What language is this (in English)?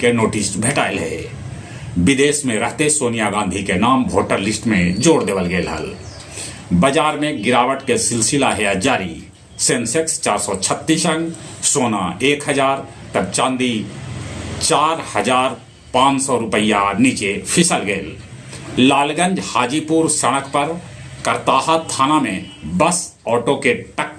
Magahi